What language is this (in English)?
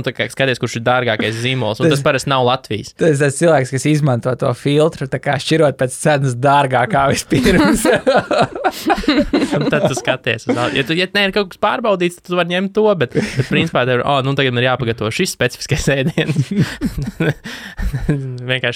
Latvian